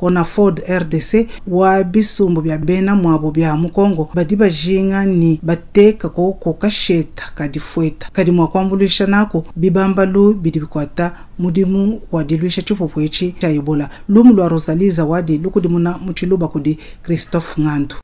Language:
Luba-Lulua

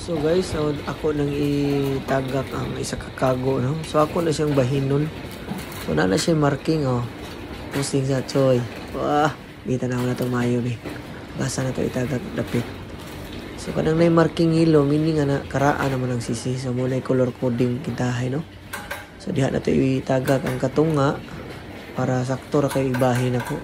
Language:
Cebuano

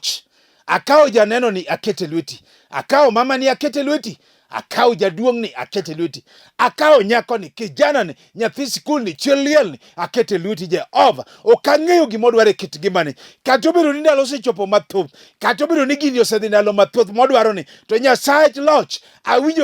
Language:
Luo (Kenya and Tanzania)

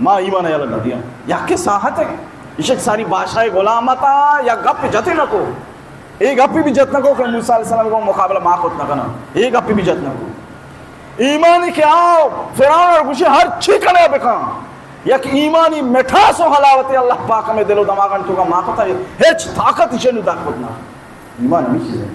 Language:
Baluchi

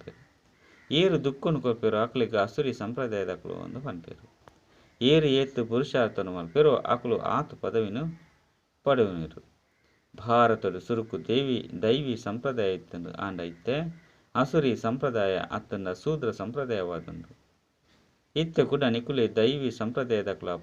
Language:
Tulu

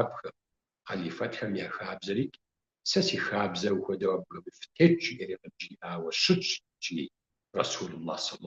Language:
Kabardian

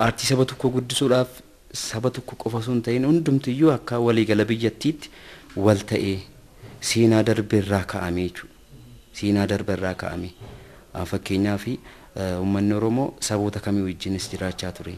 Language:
Oromo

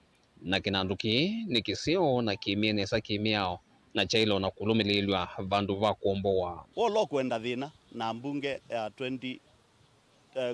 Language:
Kamba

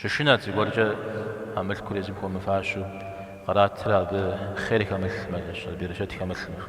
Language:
Kabardian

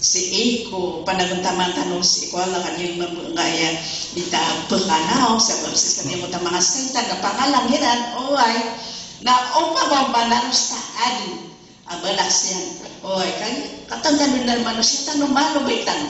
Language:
Maranao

